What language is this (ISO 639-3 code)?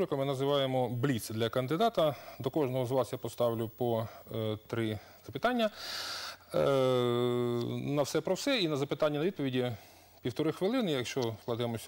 ukr